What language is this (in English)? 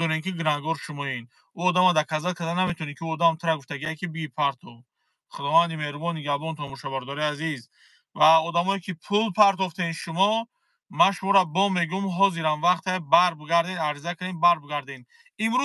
Tajik